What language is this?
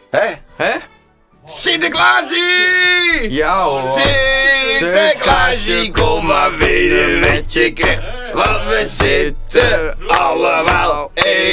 Dutch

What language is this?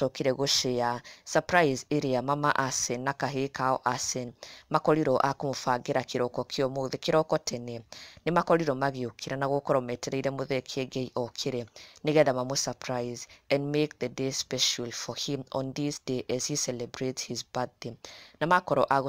Kikuyu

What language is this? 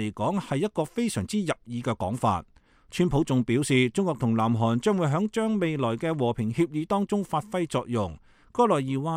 Cantonese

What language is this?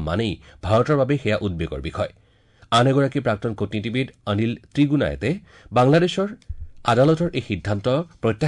Assamese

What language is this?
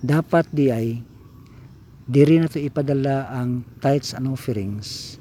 Cebuano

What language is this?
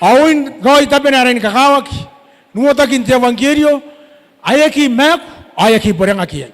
Gilbertese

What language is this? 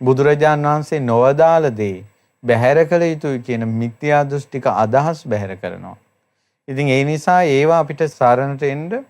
Sinhala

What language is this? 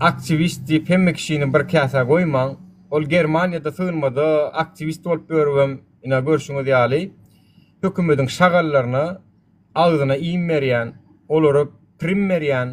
Turkmen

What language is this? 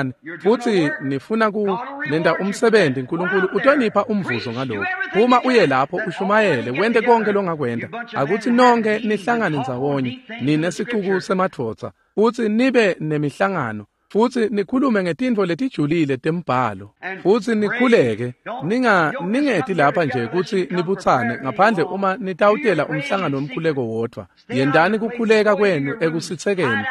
Swati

